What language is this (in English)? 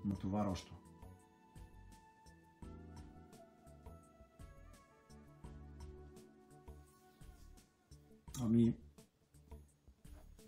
Bulgarian